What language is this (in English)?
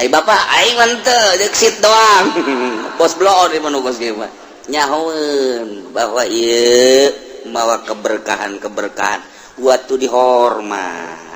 Sundanese